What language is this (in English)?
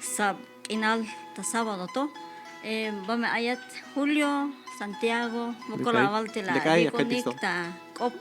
Tzeltal